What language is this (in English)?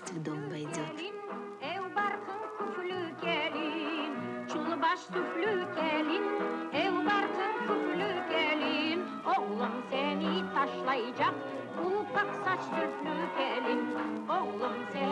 Crimean Tatar